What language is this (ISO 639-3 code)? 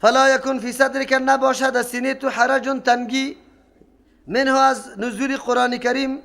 fas